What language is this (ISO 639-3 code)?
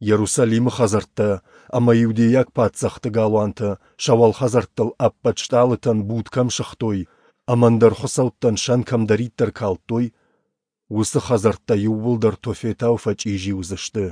oss